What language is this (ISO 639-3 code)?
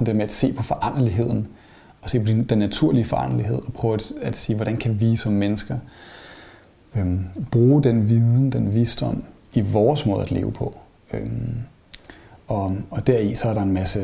dan